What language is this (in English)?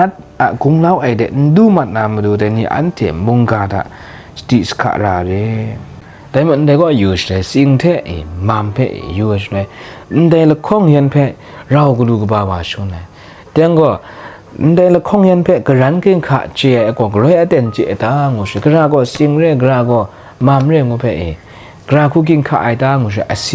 Kachin